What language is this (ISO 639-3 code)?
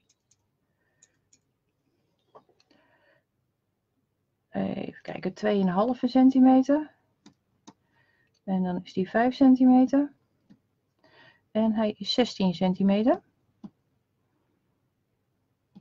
nld